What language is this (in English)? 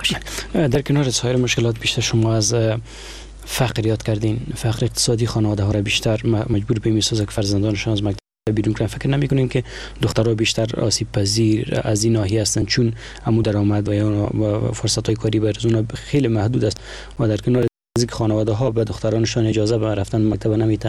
Persian